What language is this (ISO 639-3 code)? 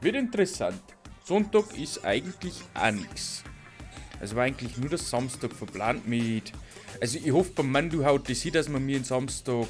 bar